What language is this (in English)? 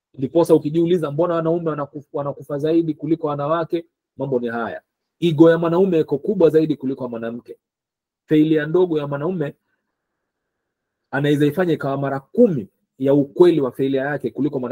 Swahili